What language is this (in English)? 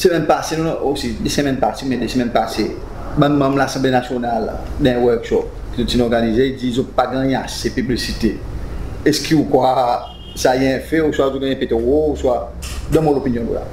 Seselwa Creole French